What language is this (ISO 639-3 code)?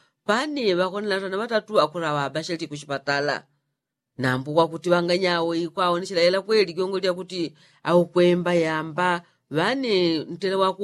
yao